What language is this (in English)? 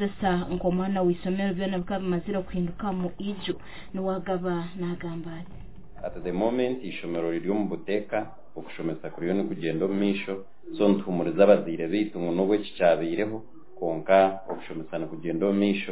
Nyankole